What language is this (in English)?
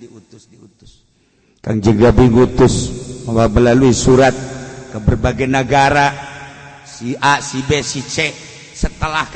Sundanese